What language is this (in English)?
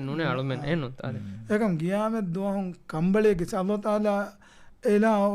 Divehi